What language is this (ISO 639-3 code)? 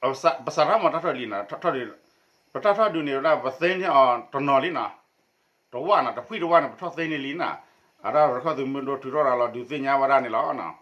ksw